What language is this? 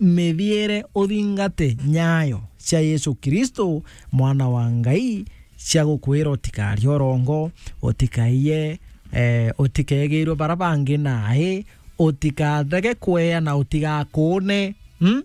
Meru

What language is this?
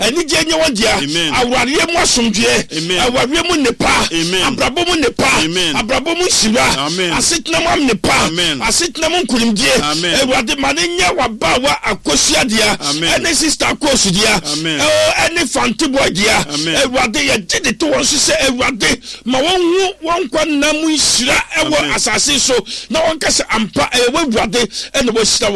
Akan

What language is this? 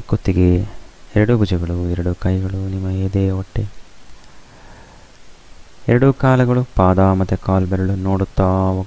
Kannada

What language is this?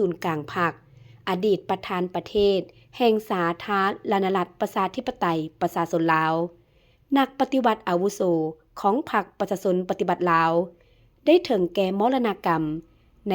Lao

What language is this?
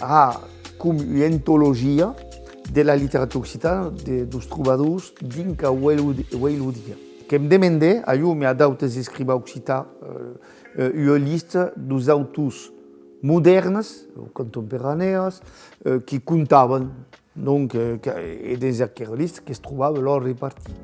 Occitan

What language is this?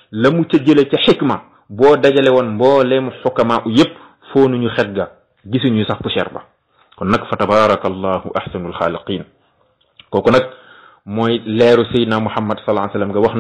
Wolof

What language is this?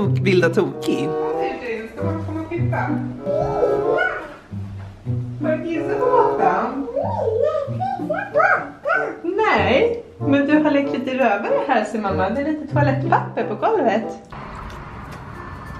Swedish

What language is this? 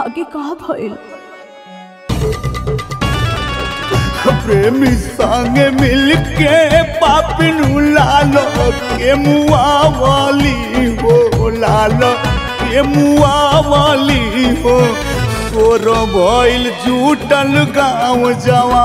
Bhojpuri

